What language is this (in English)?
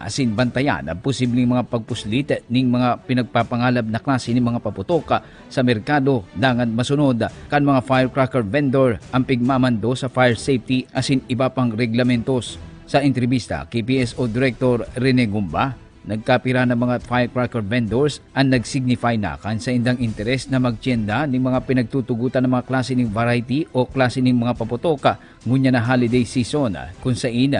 Bikol